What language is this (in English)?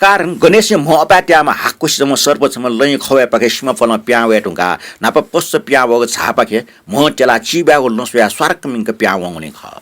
Newari